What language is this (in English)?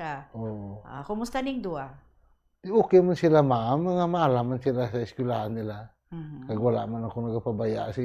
Hiligaynon